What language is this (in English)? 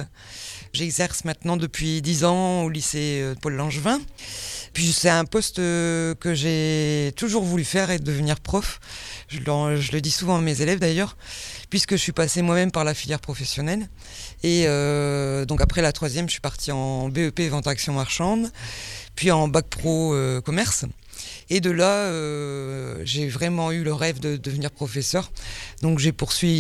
French